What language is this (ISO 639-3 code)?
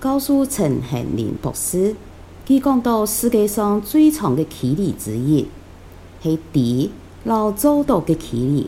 hak